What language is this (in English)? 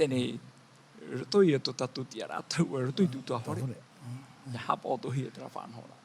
Tahitian